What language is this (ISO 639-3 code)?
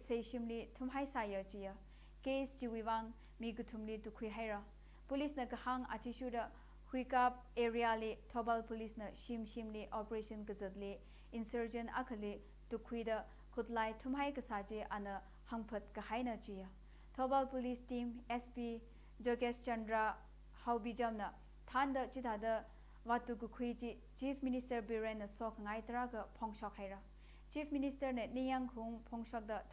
nmf